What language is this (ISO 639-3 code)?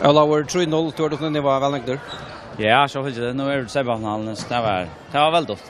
fao